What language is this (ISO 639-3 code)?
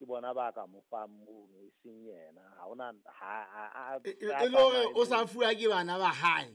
sot